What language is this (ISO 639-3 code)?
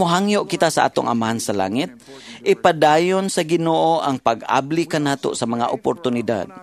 ceb